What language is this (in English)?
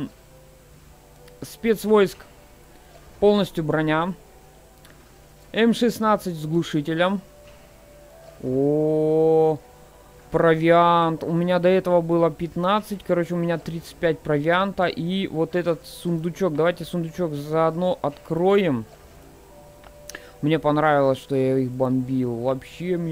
Russian